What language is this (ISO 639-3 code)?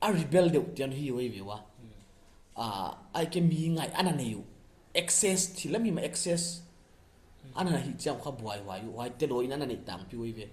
pck